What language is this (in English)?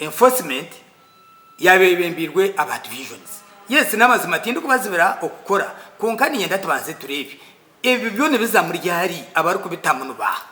Nyankole